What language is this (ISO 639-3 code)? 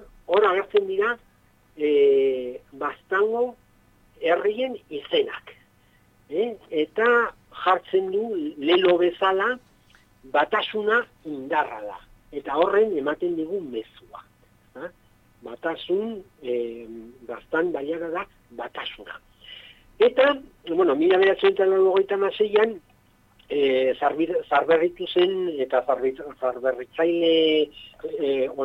eus